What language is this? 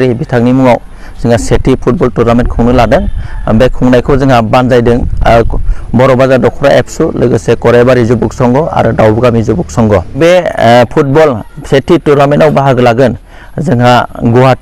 Bodo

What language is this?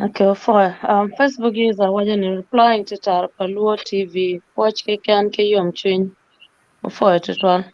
Acoli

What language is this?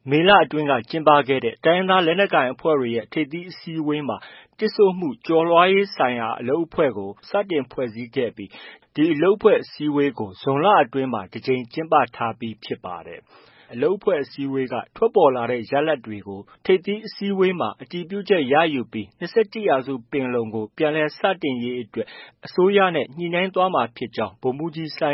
Burmese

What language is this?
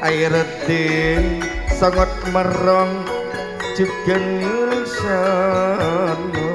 Madurese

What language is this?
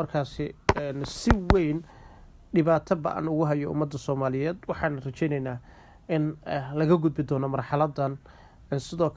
Somali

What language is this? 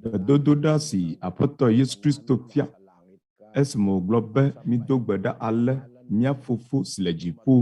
Ewe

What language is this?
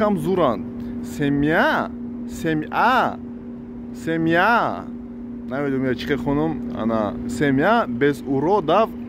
Tajik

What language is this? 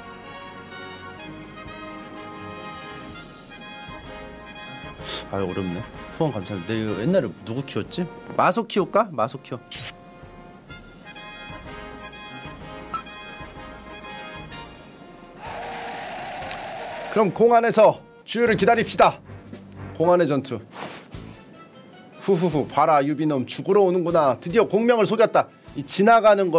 Korean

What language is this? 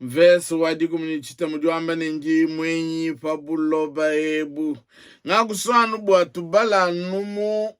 Luba-Lulua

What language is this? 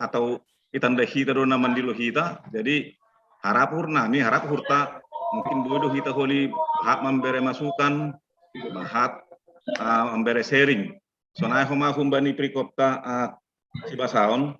Batak Simalungun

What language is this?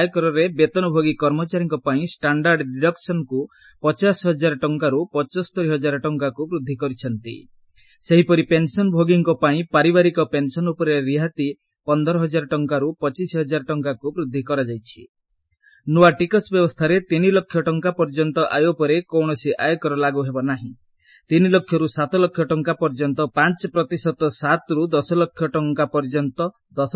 Odia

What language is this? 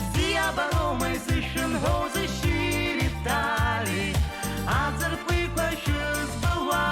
Abkhazian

